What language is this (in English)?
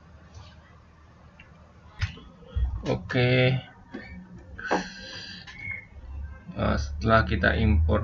Indonesian